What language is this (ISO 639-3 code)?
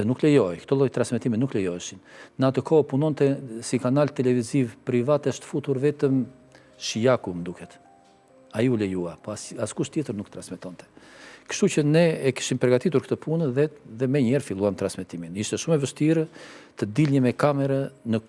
sqi